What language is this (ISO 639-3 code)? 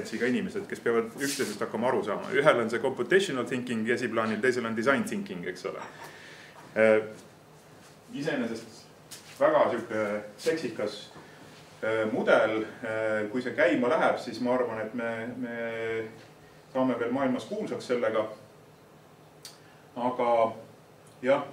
est